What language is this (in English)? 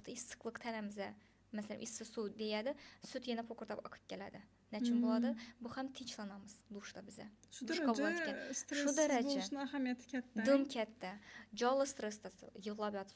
Uzbek